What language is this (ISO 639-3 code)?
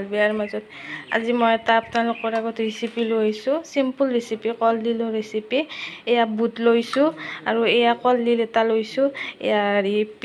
asm